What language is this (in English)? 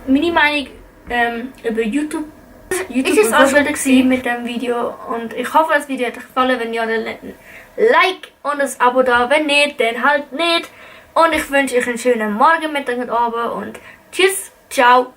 Swiss German